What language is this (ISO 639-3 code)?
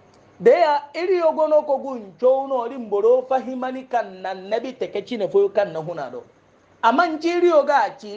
hau